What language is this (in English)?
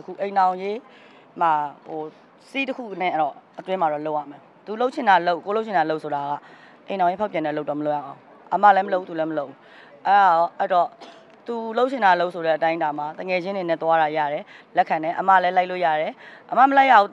Burmese